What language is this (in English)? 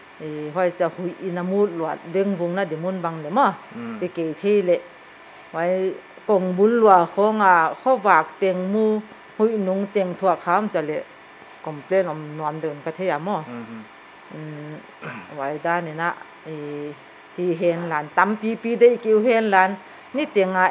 Paite Chin